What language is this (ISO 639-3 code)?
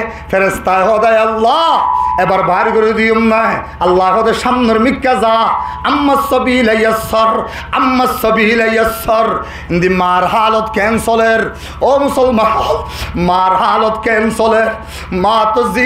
rhg